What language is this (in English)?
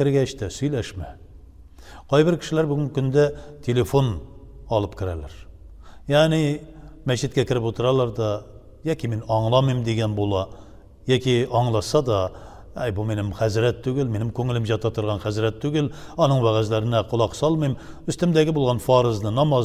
Tatar